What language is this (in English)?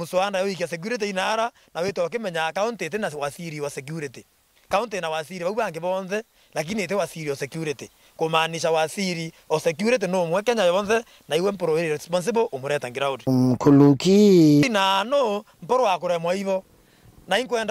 Meru